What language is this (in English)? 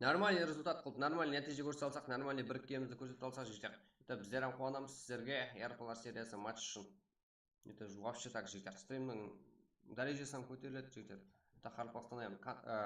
Kara-Kalpak